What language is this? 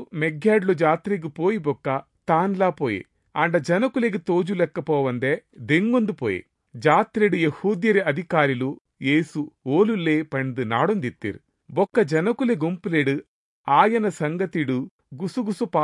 Tulu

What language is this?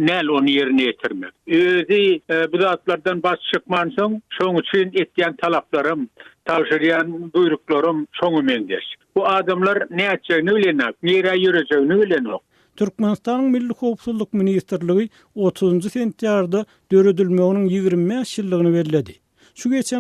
Turkmen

